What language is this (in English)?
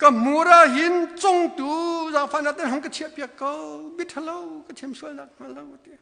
Hakha Chin